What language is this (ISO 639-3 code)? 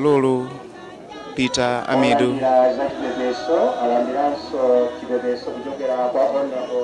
nya